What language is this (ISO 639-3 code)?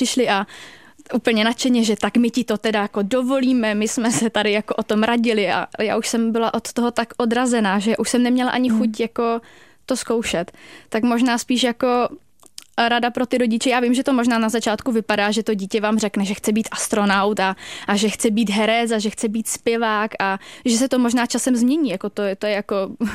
ces